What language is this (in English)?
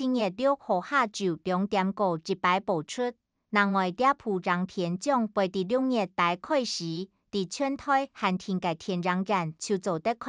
Hakka Chinese